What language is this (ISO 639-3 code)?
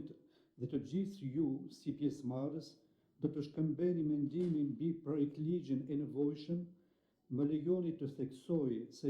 sqi